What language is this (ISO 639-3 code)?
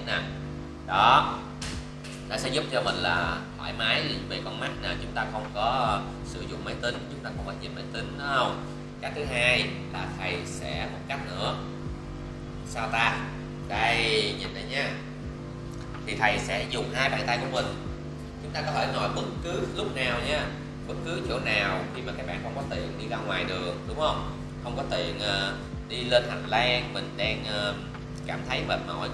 vie